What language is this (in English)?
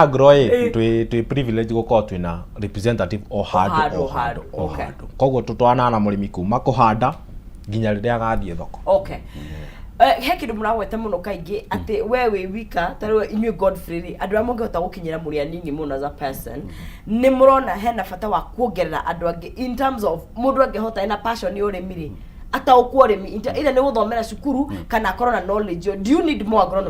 Kikuyu